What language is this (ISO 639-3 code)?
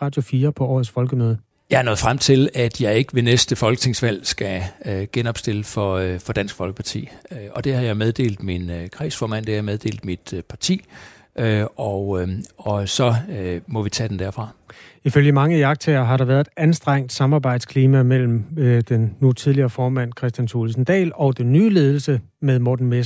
dan